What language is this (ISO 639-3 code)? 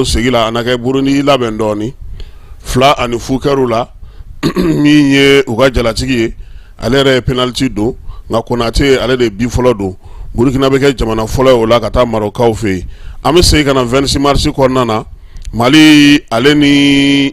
bam